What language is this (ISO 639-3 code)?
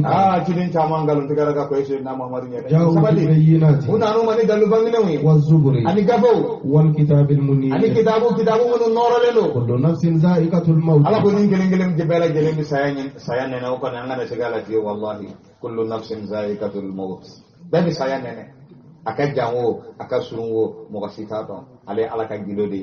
bam